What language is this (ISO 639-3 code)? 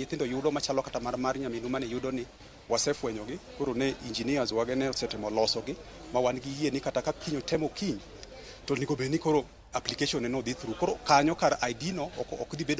luo